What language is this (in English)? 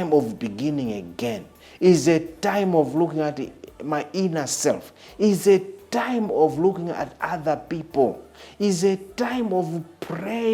Nyanja